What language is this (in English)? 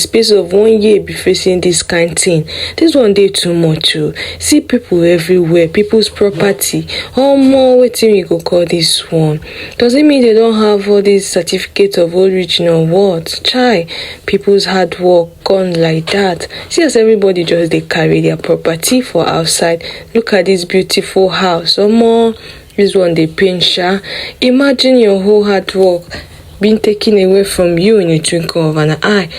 Nigerian Pidgin